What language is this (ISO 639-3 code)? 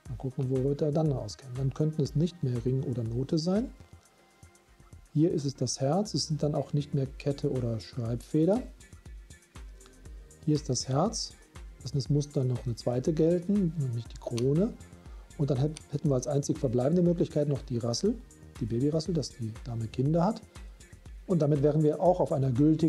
deu